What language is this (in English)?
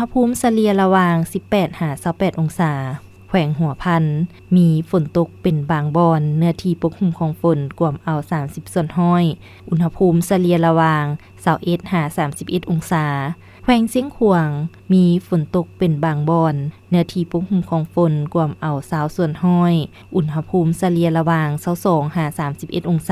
Lao